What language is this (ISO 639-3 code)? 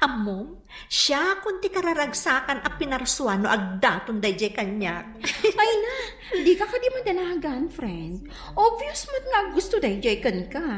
ilo